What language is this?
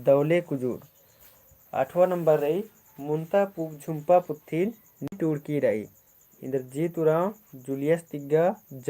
Kurukh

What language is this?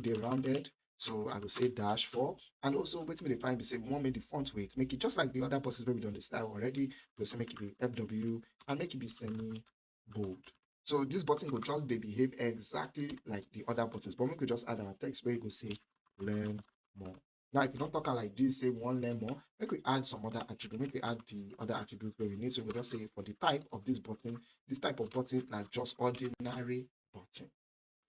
Nigerian Pidgin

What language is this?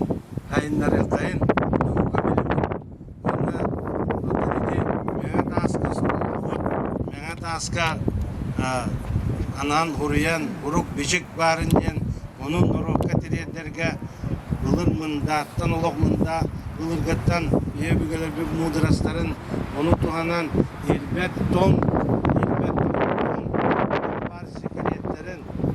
Yakut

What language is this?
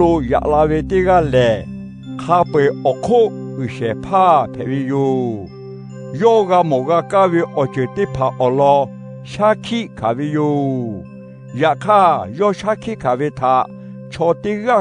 Lahu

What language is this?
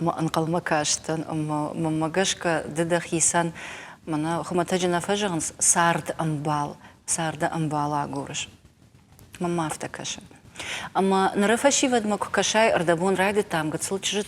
Ossetic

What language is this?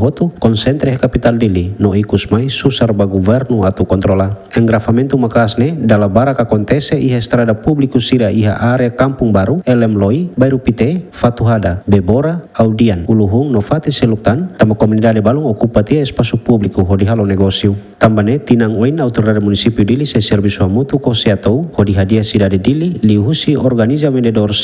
Tetum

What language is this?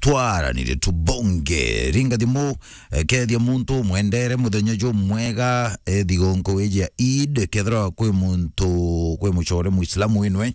Meru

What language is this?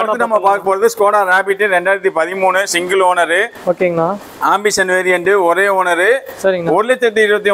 Tamil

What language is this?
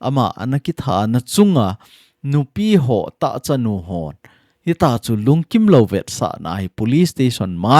Thado Chin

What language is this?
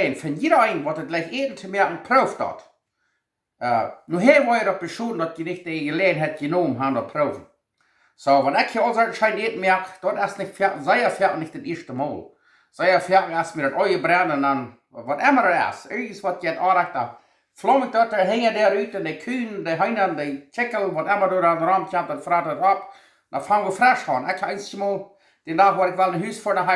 Plautdietsch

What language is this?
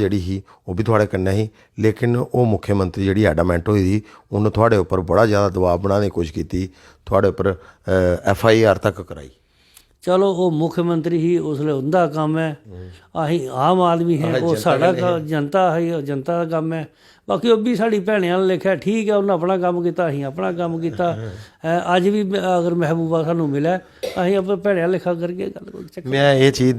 Dogri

